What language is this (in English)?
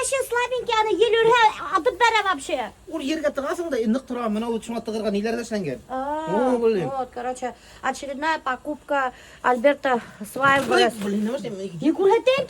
Bashkir